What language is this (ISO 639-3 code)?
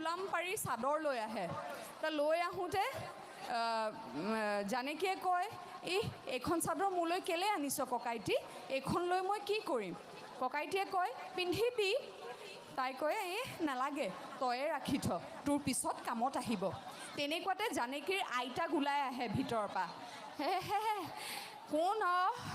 asm